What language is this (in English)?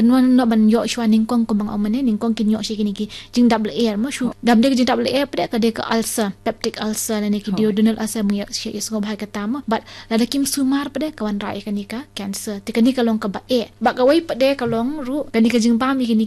Khasi